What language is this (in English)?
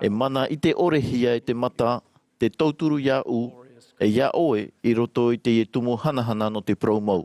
Tahitian